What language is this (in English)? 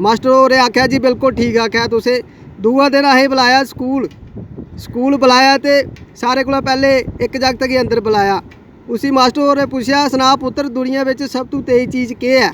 Dogri